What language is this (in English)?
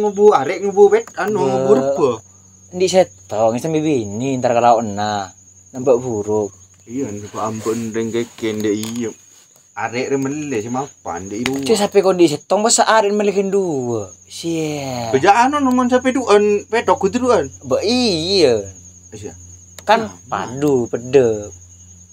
Madurese